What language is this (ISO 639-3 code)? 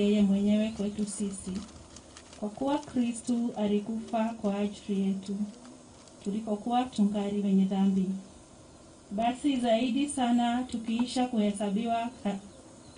swa